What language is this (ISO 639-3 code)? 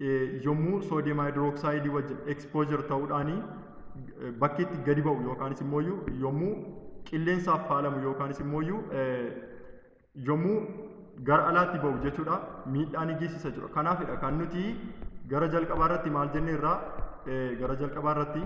orm